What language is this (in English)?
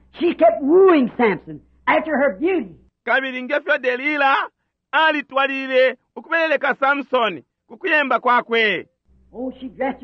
Bemba